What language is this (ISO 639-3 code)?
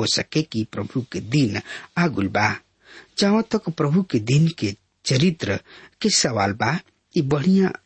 bho